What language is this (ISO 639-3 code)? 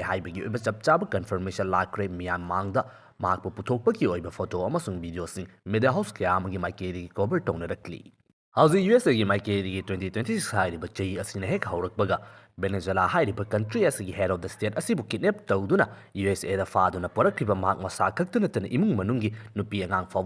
mni